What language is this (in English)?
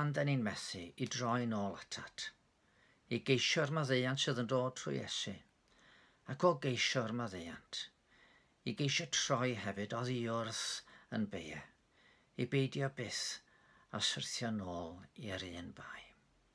Welsh